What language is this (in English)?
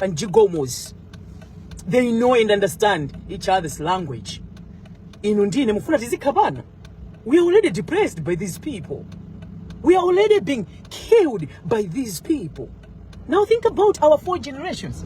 Nyanja